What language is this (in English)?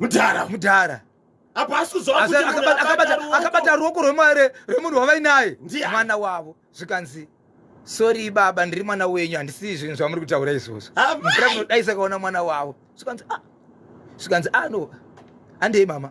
Shona